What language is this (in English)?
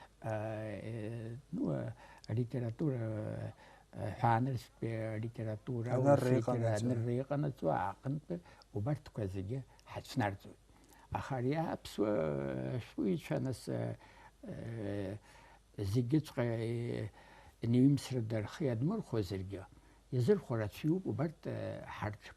Abkhazian